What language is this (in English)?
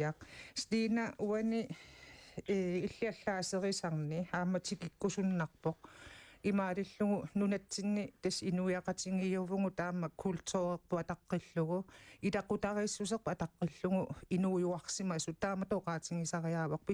Kalaallisut